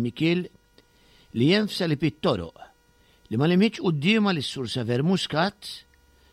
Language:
Maltese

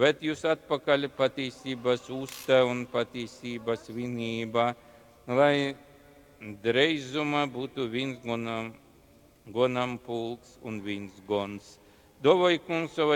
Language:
Latgalian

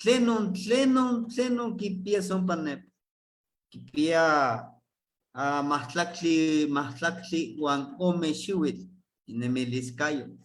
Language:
Eastern Huasteca Nahuatl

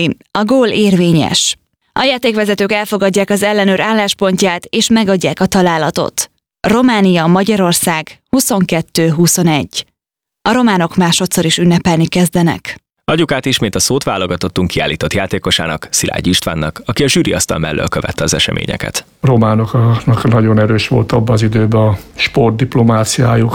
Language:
Hungarian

